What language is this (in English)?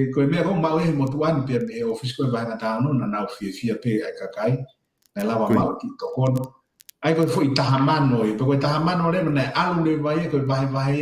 Tongan